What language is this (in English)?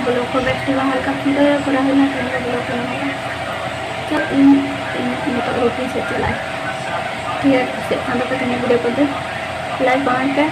Santali